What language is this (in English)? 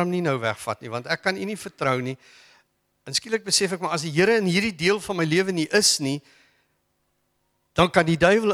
Afrikaans